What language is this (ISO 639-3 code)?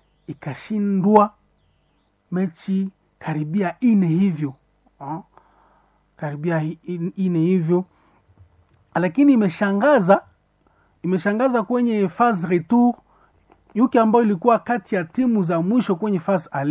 swa